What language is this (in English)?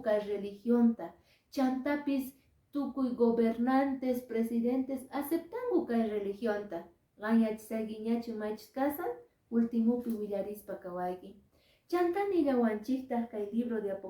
Quechua